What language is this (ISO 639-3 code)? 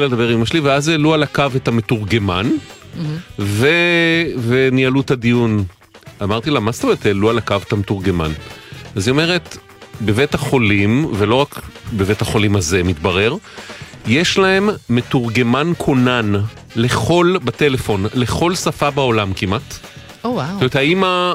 heb